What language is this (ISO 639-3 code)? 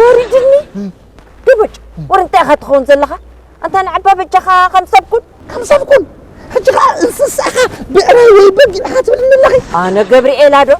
tir